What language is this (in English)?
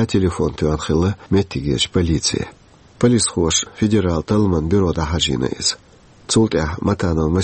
Chechen